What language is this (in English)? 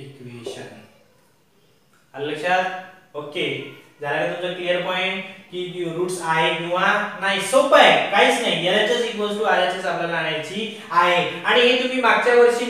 Marathi